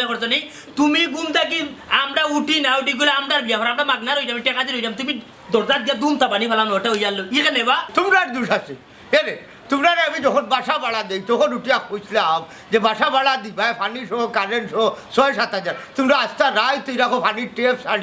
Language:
Sylheti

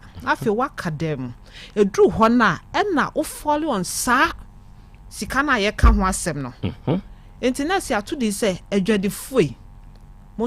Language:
Akan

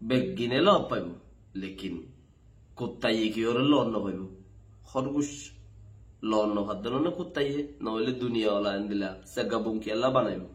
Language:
Rohingya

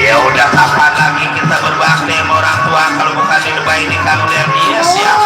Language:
Betawi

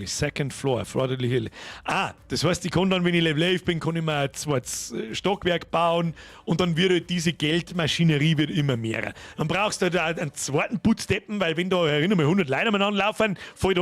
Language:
Bavarian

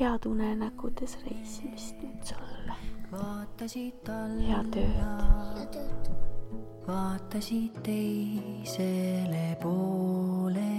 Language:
Estonian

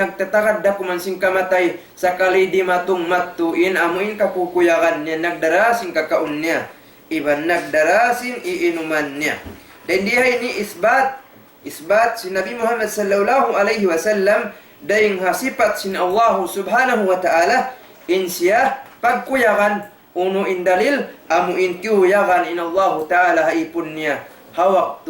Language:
Tausug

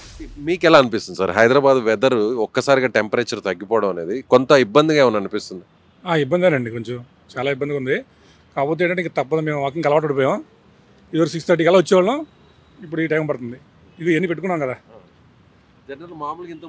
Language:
Telugu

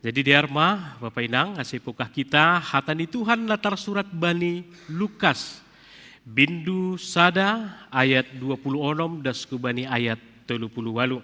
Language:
Batak Simalungun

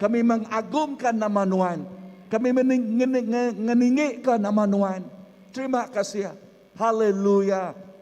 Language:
Iban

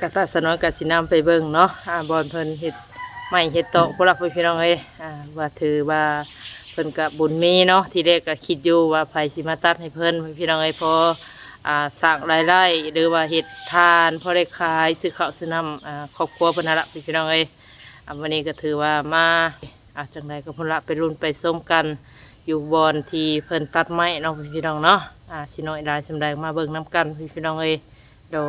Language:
Northeastern Thai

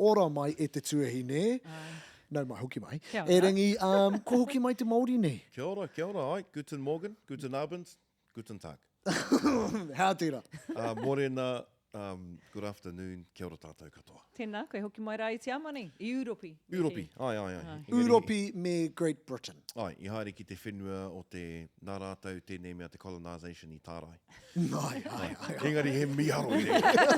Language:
Māori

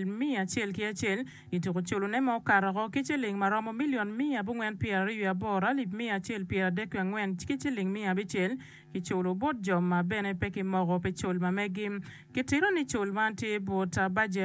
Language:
Acoli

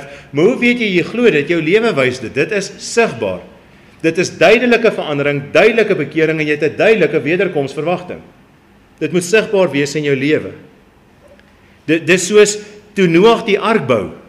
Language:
Afrikaans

